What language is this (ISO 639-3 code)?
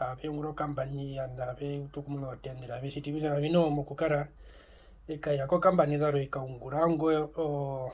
her